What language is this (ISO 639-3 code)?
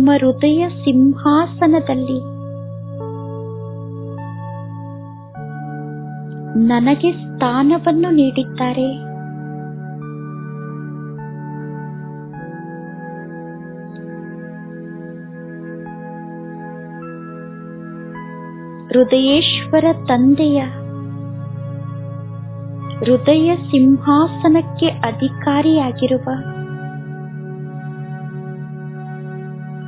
kan